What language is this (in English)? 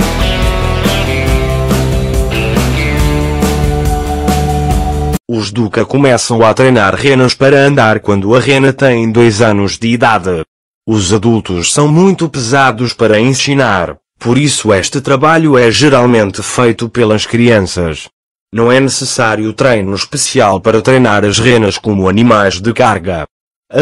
Portuguese